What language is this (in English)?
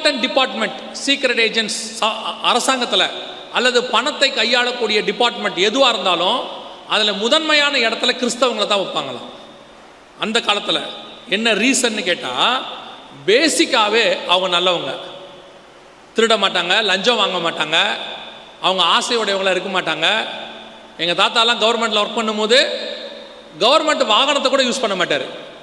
Tamil